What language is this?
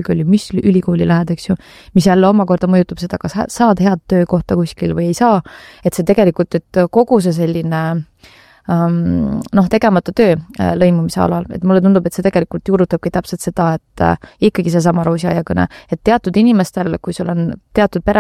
Estonian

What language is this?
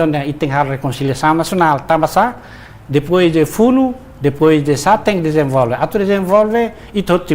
Tetum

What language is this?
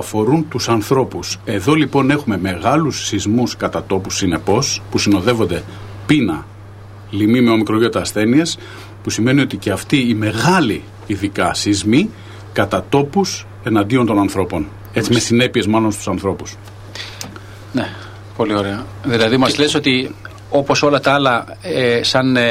Greek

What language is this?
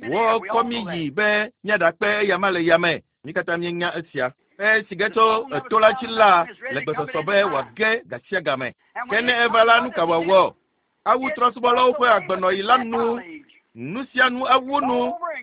Ewe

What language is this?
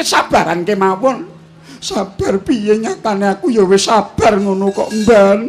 Javanese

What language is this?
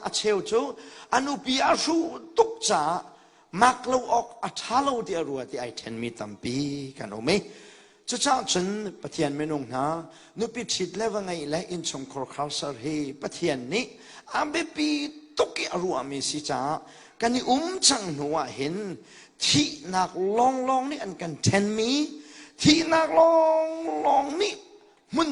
Hakha Chin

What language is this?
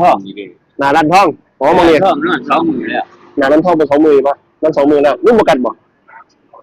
Northeastern Thai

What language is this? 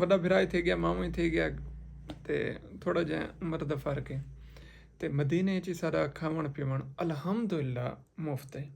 Saraiki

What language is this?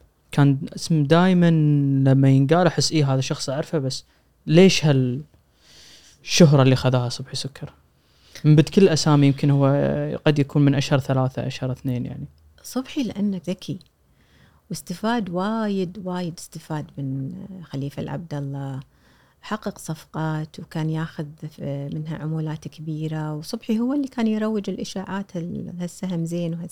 Gulf Arabic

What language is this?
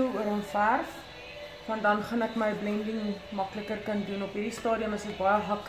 Afrikaans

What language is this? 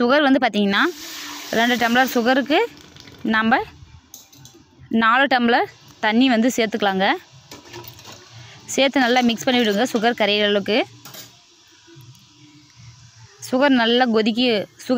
Tamil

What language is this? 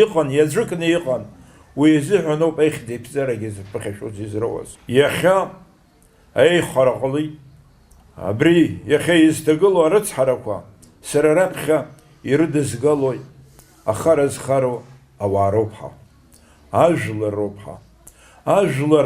Abkhazian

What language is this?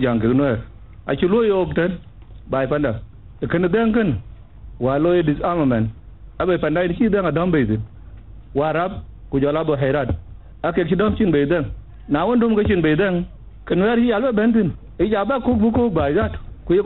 Dinka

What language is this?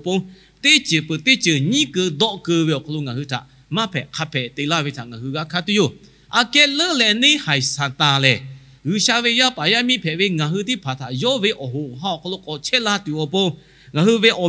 Lahu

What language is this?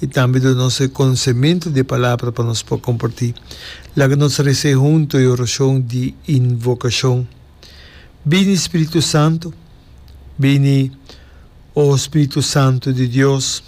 Papiamento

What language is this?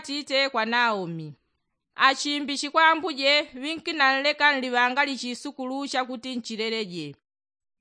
Yao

